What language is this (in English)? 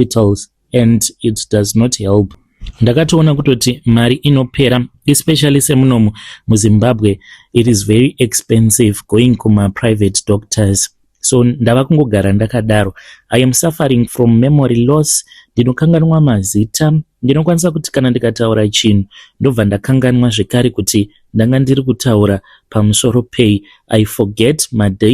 Shona